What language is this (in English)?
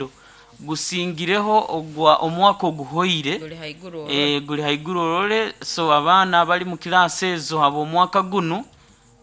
Nyoro